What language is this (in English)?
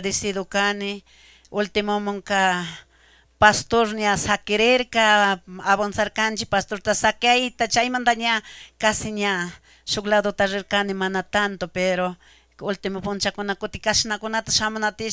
Chimborazo Highland Quichua